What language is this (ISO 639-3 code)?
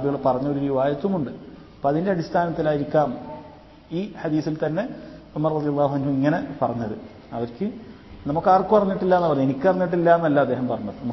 mal